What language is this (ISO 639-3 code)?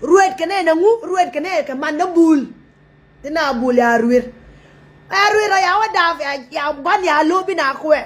nus